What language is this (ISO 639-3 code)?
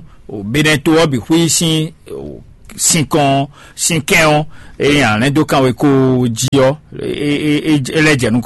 fon